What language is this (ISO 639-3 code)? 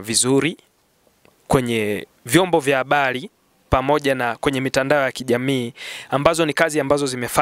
swa